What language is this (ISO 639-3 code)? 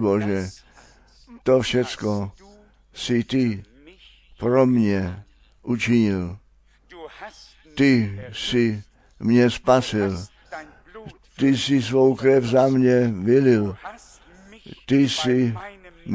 ces